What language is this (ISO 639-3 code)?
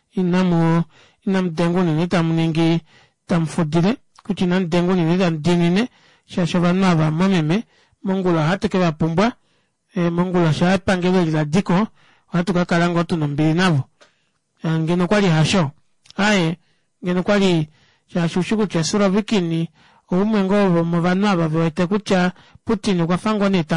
kua